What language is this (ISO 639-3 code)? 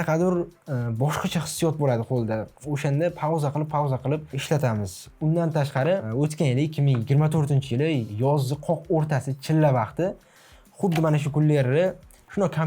uzb